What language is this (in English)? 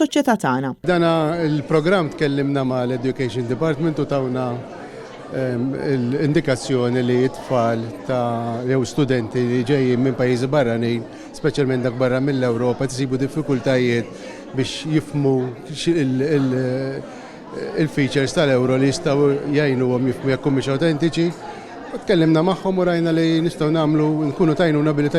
Maltese